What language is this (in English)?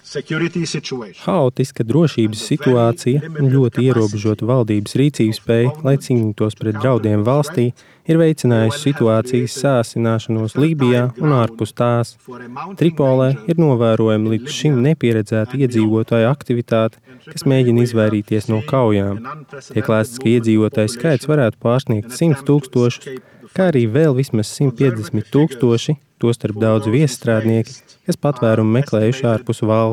Latvian